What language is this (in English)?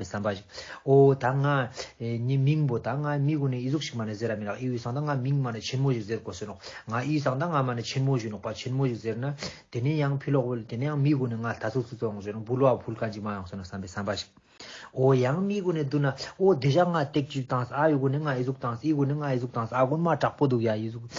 Ladakhi